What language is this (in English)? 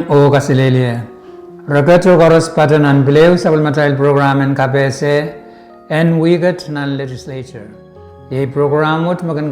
Pohnpeian